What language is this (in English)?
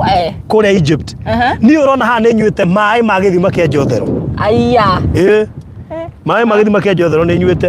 Kikuyu